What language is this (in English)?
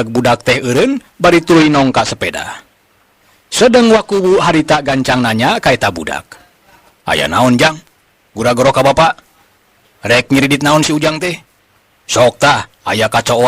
Sundanese